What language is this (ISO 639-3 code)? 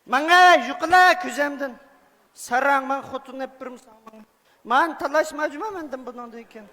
uig